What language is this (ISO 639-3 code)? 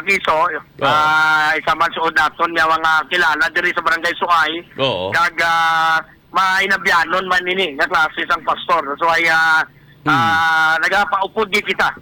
hil